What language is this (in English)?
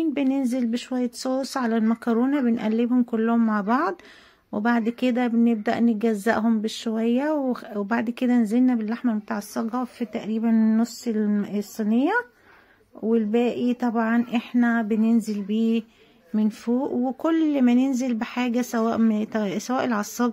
Egyptian Arabic